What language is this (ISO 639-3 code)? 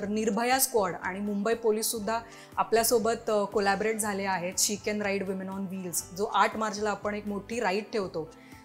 mar